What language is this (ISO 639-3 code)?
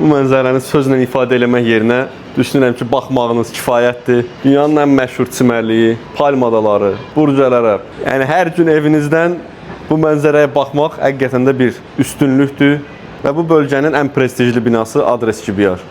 aze